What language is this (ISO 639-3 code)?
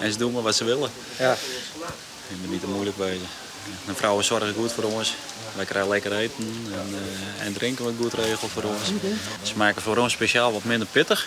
fry